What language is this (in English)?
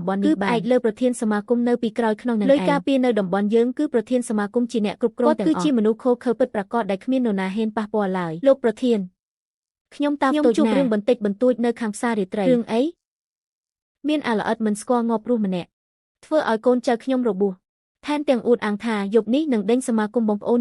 Khmer